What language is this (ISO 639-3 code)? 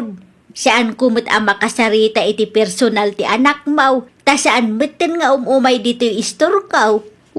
ilo